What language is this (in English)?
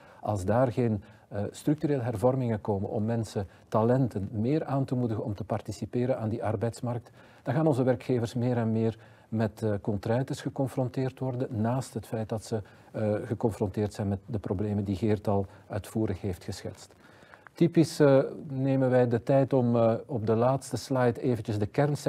Dutch